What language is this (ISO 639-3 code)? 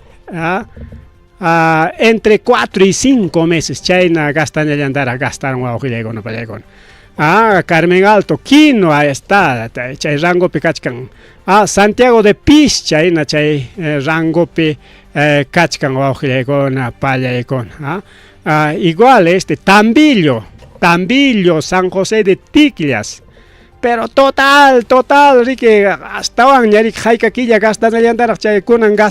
quy